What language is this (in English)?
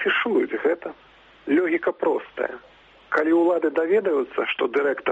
Belarusian